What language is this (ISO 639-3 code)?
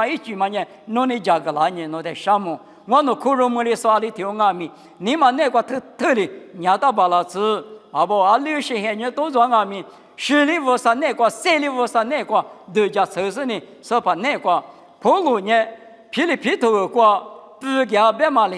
lis